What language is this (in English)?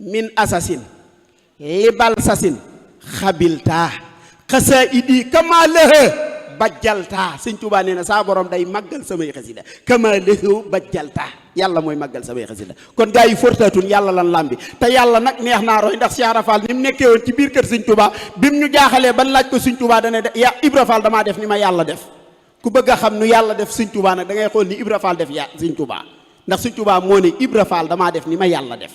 Wolof